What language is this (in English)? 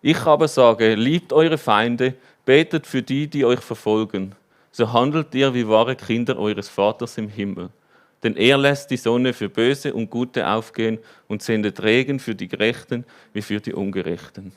Swiss German